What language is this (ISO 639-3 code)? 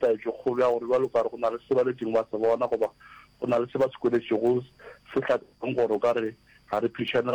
nso